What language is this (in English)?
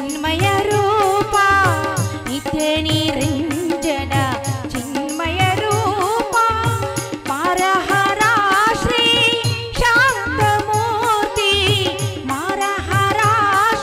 Kannada